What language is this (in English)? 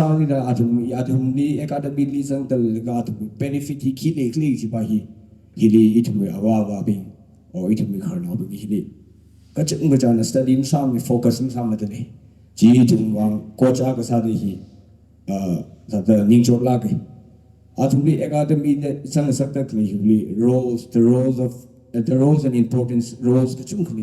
Tangkhul Naga (India)